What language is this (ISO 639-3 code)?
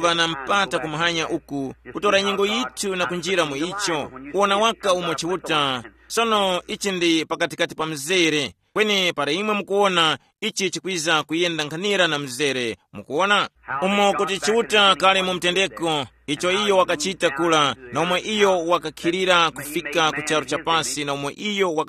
tum